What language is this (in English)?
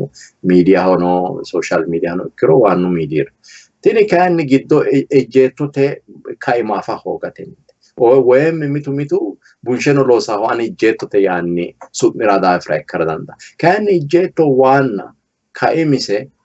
Sidamo